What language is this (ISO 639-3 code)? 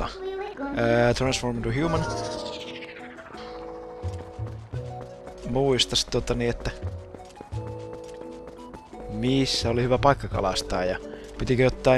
fin